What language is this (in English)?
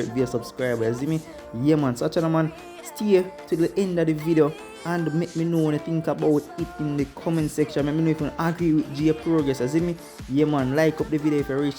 Jamaican Creole English